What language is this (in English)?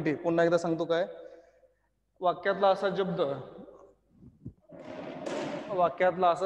Marathi